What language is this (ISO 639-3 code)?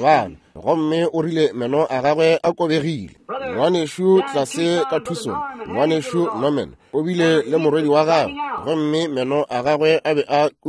nso